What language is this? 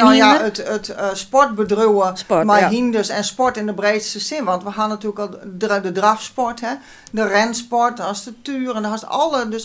Western Frisian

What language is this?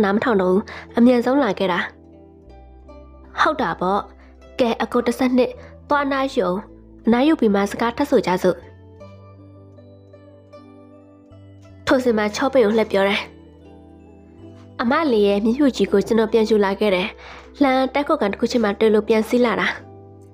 Burmese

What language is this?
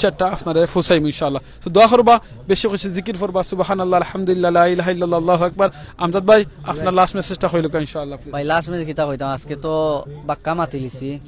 Sylheti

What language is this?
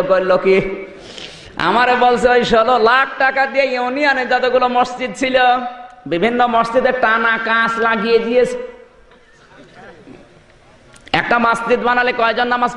Bangla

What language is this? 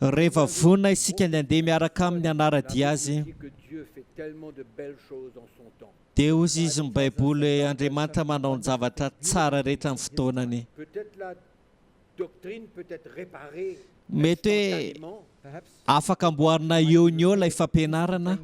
Malagasy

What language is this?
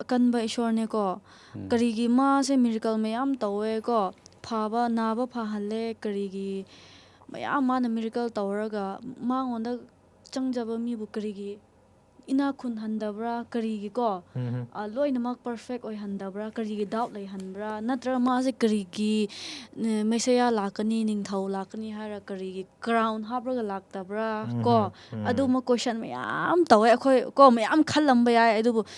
Manipuri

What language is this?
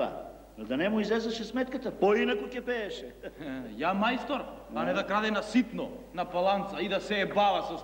Macedonian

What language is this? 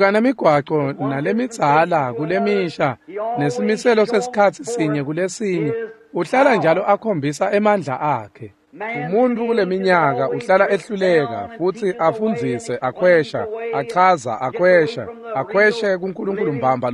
Swati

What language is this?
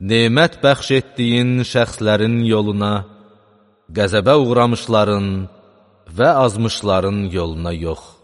Azerbaijani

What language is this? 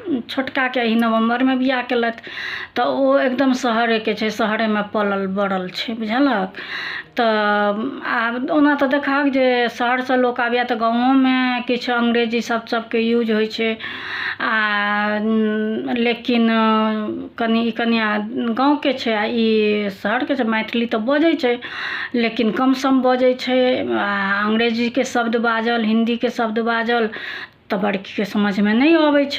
Maithili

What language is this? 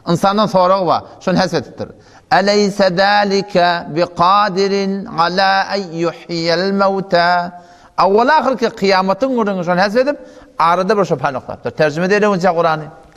Turkmen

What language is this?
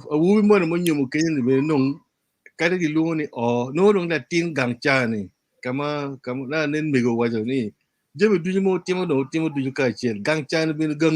Acoli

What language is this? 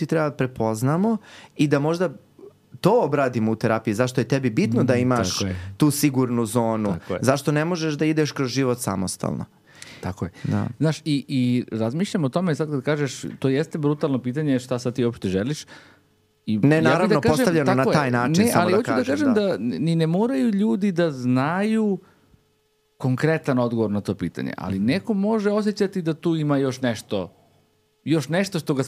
Serbian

